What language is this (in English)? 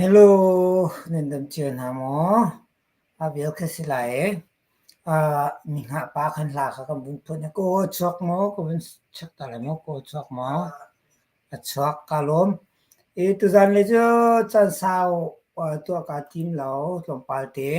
Hakha Chin